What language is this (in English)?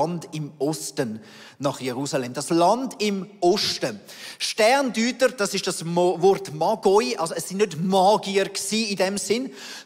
Swiss German